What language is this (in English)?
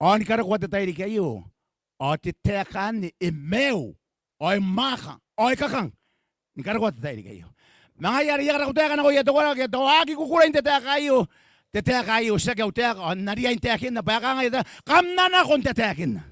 Gilbertese